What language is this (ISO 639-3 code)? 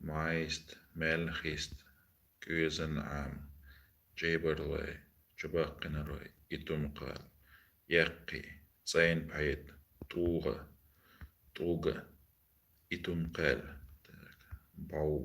che